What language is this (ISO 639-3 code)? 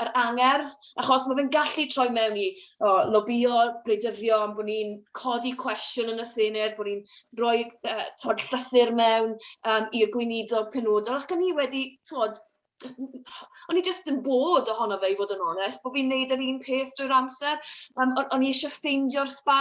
cym